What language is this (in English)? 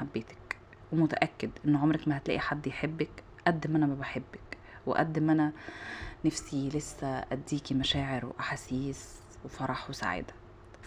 Egyptian Arabic